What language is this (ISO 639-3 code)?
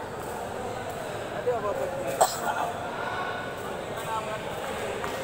msa